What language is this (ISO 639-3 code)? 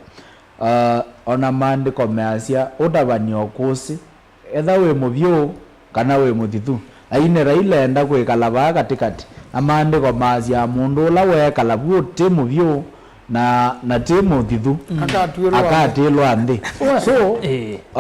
kam